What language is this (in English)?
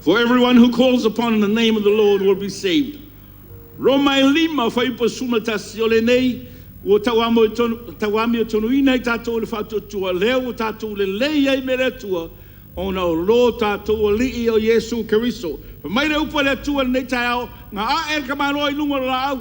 Samoan